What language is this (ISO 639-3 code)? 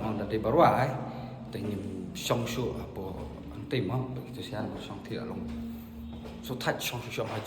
kha